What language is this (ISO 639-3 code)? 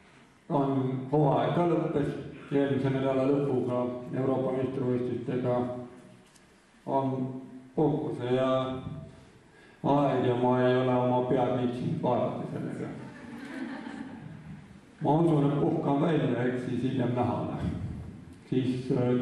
est